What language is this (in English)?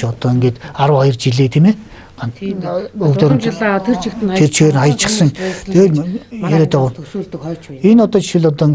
Mongolian